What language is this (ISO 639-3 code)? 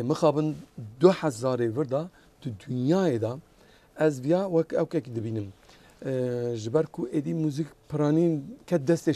kur